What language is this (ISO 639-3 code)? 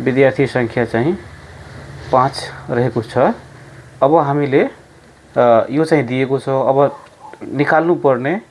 nep